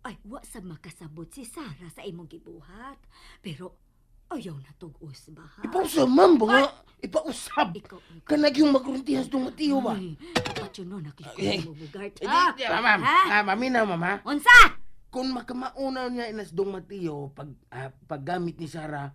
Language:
Cebuano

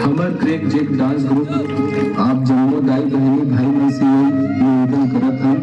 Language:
Chhattisgarhi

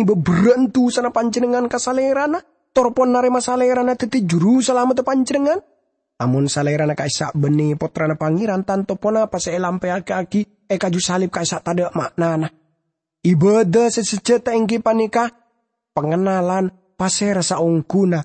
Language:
Madurese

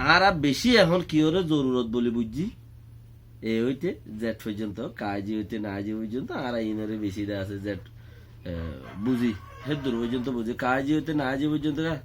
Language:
Rohingya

